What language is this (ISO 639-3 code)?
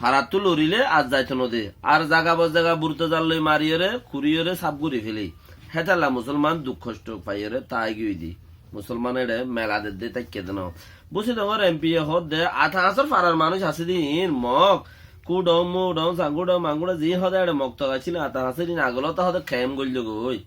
rhg